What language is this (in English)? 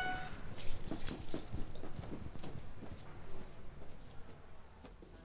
Basque